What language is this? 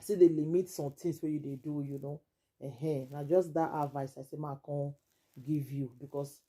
Nigerian Pidgin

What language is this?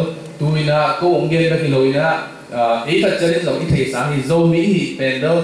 Tedim Chin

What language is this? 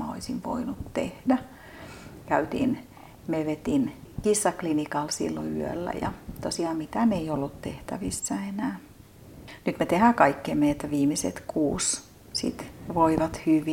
Finnish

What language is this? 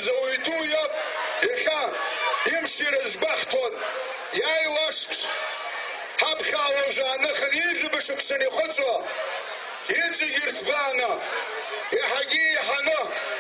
Abkhazian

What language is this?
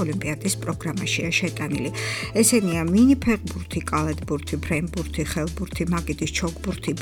Georgian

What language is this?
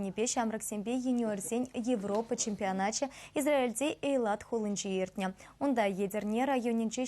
Chuvash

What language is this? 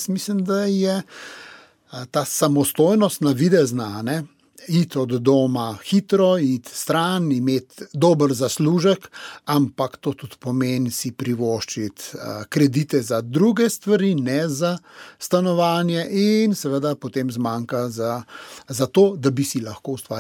Slovenian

